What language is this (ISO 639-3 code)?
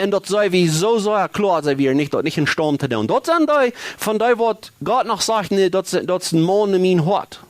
pdt